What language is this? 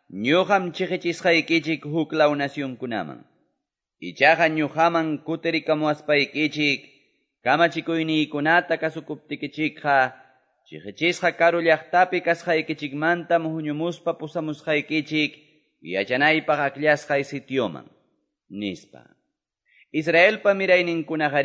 Ayacucho Quechua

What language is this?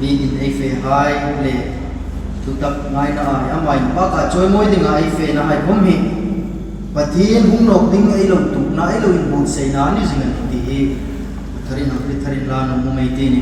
Hmar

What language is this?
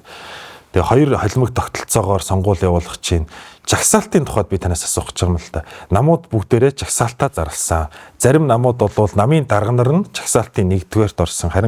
Mongolian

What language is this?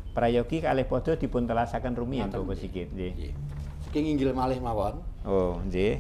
Javanese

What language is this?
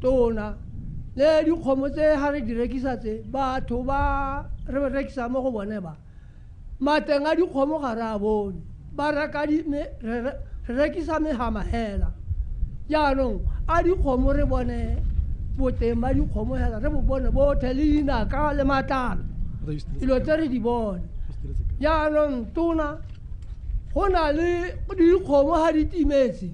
Tswana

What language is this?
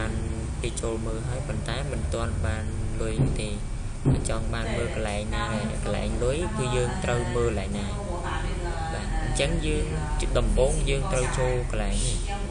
Khmer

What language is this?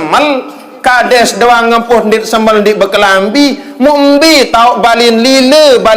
Sasak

